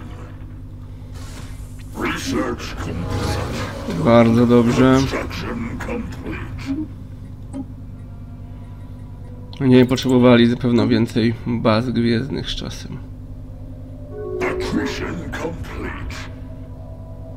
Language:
Polish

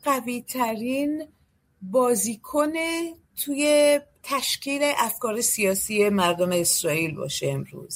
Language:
Persian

